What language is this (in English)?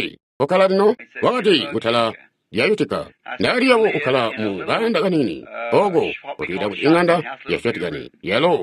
Tonga (Zambia)